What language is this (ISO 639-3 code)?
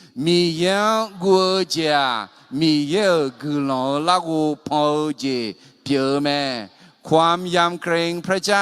ahk